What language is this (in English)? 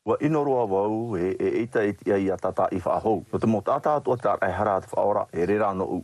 Tahitian